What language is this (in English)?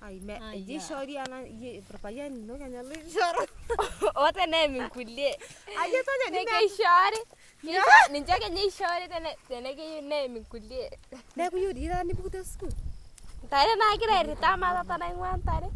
Masai